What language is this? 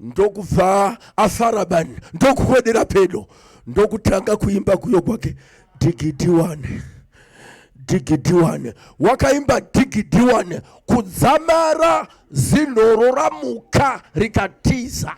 Shona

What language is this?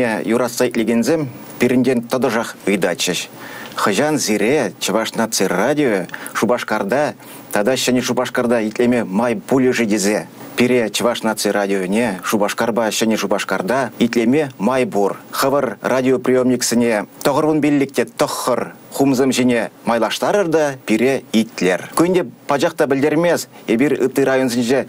Chuvash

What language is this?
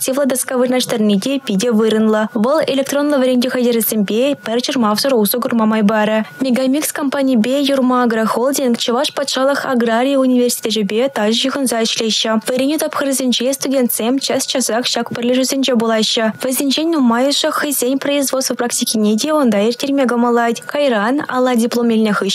Chuvash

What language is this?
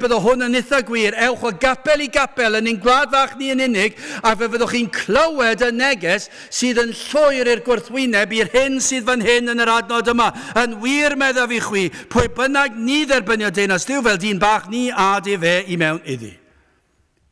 Welsh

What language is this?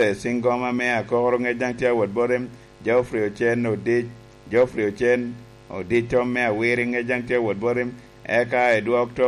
Lango (Uganda)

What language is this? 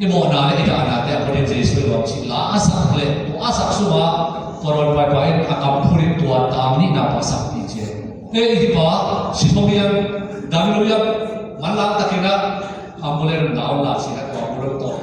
Tedim Chin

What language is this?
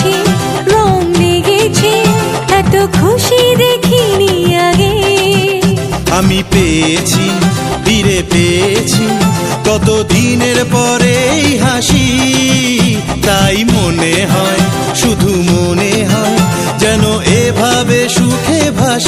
Bangla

